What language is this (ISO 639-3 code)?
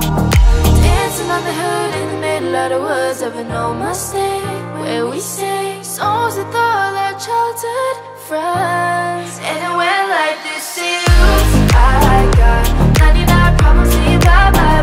eng